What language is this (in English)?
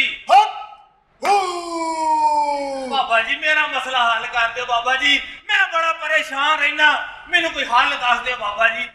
Punjabi